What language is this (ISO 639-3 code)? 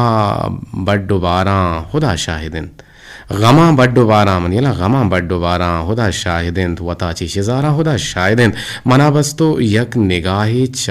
bgp